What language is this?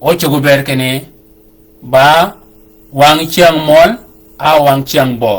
Shilluk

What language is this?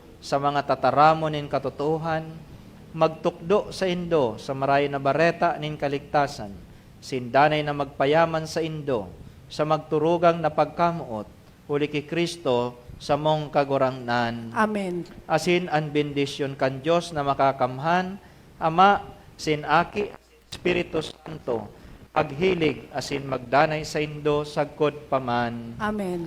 Bikol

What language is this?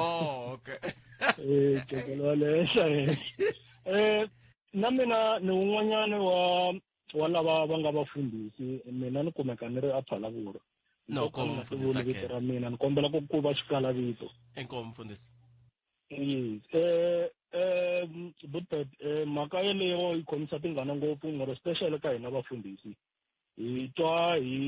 Tsonga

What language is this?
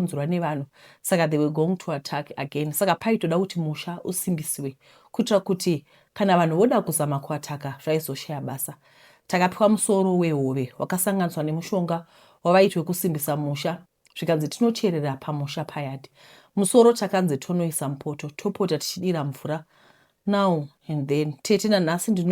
Shona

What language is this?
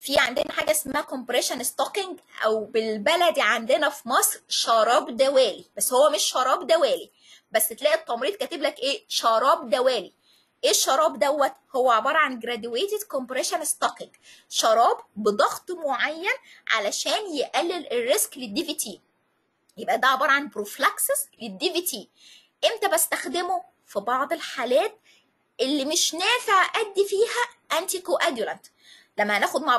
Egyptian Arabic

